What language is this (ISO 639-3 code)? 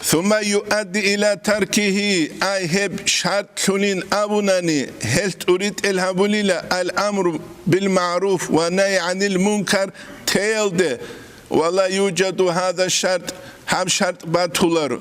ava